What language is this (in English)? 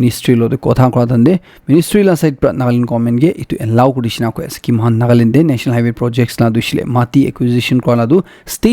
Naga Pidgin